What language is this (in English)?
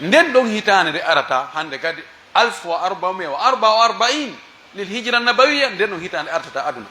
Pular